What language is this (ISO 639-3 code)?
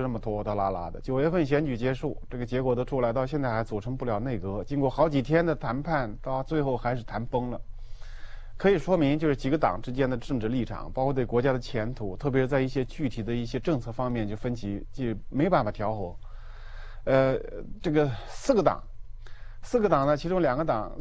zho